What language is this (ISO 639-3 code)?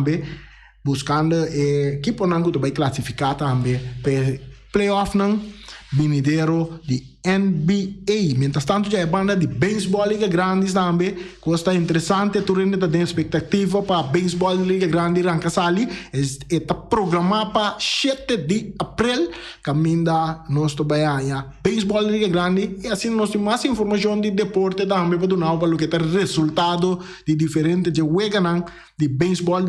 pap